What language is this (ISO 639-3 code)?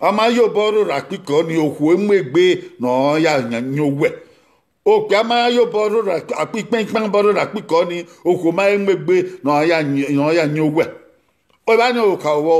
bin